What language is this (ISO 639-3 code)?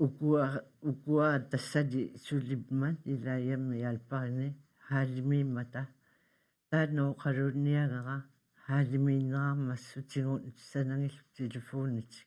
kal